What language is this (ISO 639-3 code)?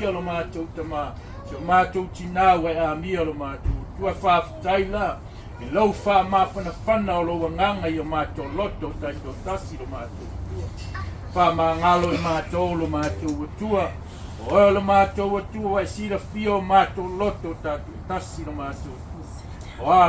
smo